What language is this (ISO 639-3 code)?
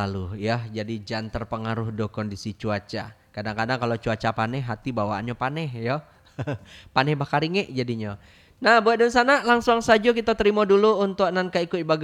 min